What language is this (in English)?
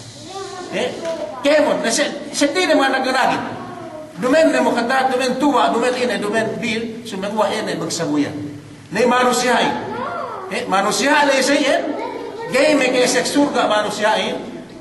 Yakan